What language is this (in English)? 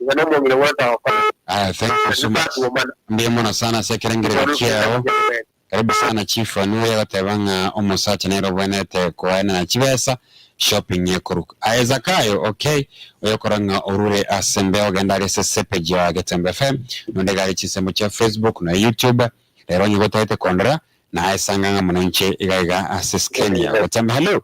Gusii